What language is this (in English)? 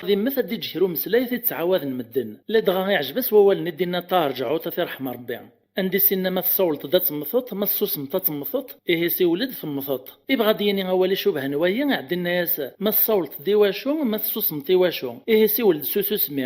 Kabyle